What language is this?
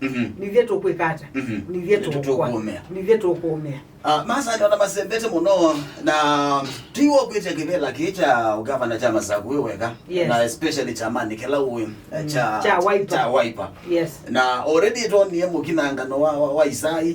Kamba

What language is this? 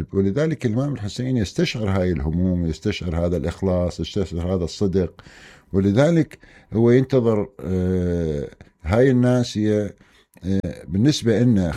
Mesopotamian Arabic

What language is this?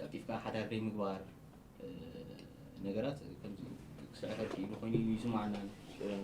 Tigrinya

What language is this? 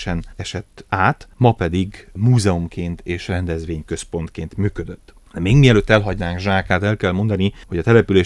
Hungarian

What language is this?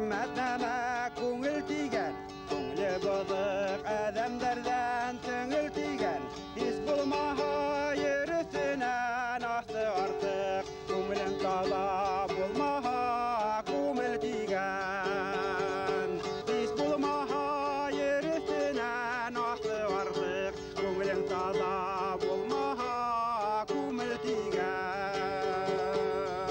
Bashkir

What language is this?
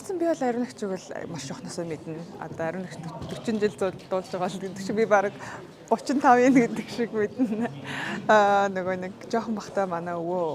Mongolian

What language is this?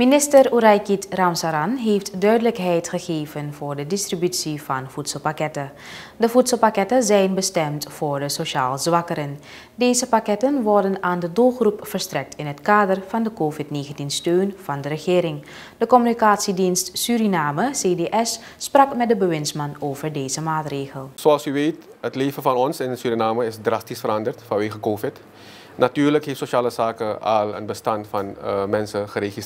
Dutch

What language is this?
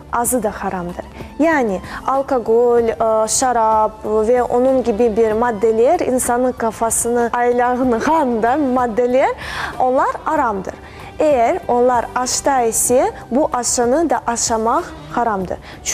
Crimean Tatar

